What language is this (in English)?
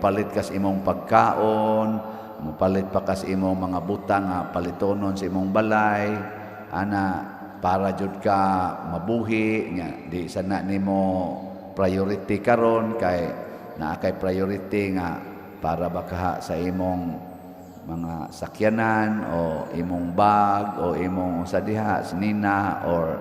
Cebuano